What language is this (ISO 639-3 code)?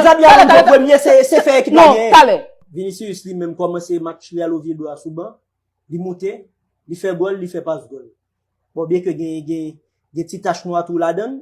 hat